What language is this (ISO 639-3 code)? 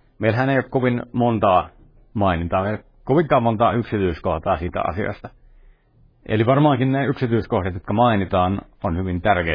fin